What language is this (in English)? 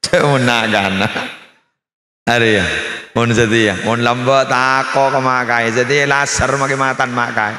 Madurese